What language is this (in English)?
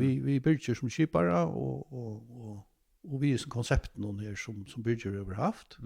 Faroese